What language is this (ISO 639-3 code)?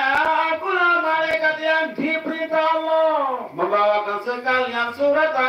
sas